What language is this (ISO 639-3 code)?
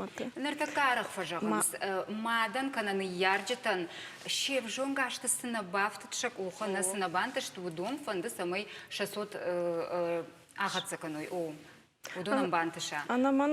oss